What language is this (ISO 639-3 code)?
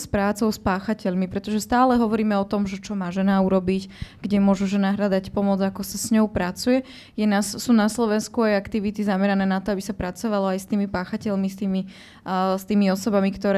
slk